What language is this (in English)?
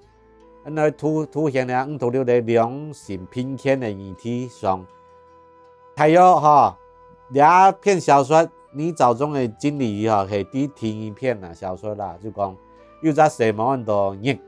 Hakka Chinese